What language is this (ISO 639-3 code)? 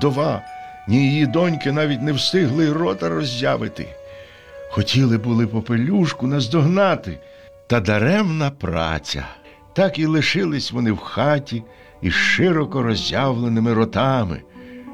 ukr